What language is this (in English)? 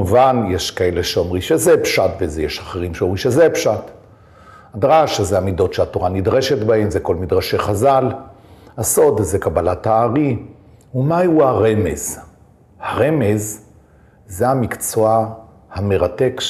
Hebrew